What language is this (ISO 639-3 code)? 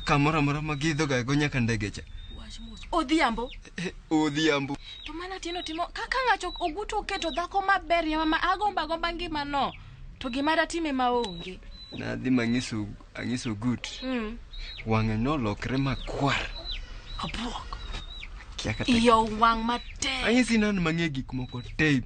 luo